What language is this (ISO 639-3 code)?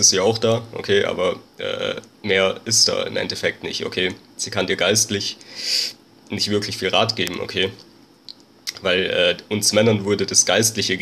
deu